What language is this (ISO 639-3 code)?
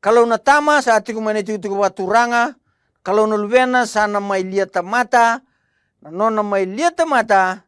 fij